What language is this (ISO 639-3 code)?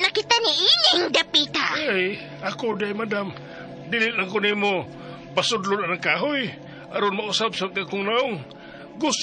ceb